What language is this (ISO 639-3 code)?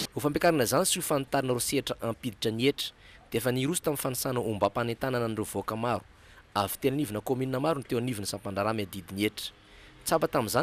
mlg